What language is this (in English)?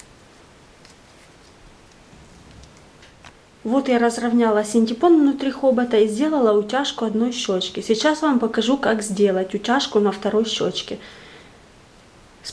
Russian